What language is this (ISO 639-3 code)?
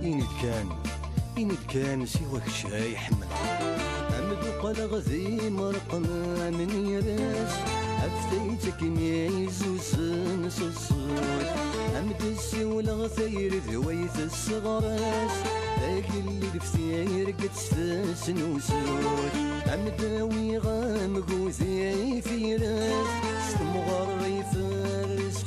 kab